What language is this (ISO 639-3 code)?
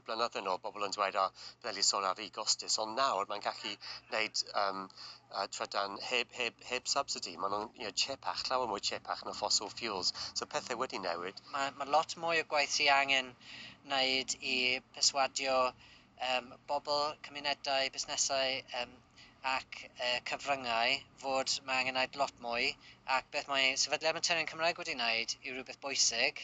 cym